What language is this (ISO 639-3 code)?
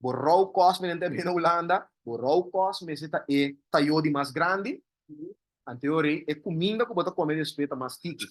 pap